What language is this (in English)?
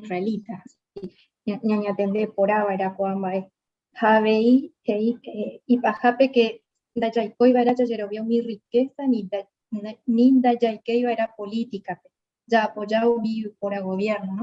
Guarani